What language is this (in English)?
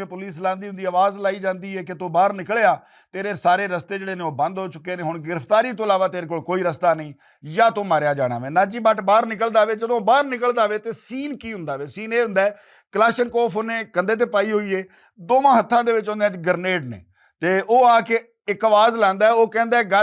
Western Panjabi